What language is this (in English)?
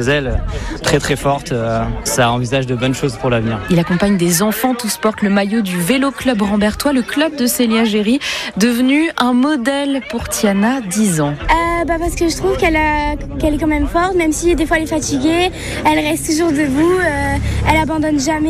French